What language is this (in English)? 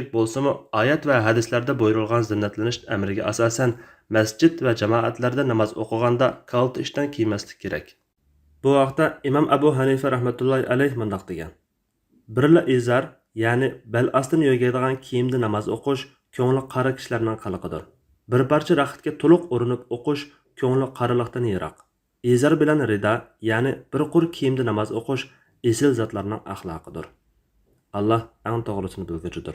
Uyghur